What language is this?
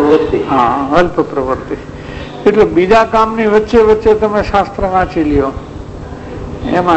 Gujarati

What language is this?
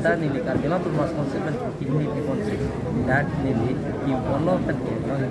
Karbi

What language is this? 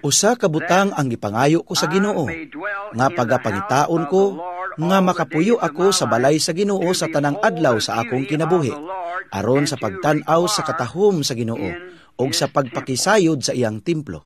Cebuano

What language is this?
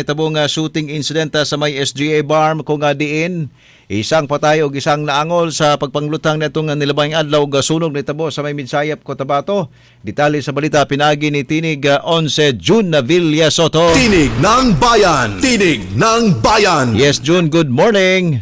Cebuano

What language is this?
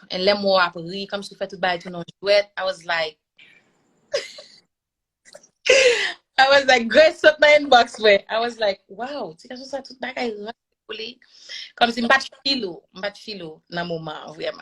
Haitian Creole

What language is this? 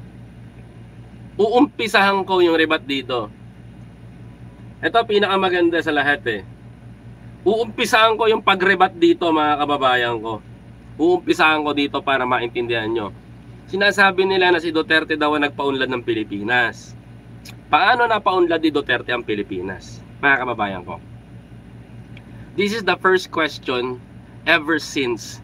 Filipino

